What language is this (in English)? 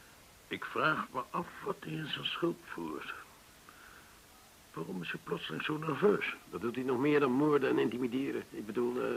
Dutch